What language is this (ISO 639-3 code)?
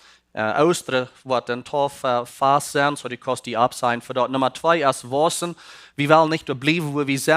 pdt